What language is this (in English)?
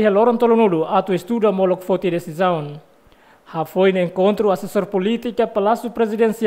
Tetum